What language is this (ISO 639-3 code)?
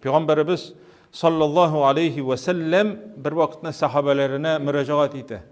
tat